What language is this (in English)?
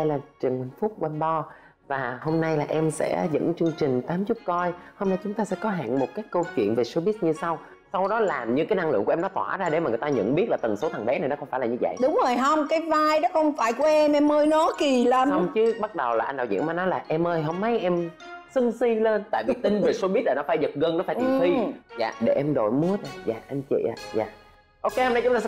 Vietnamese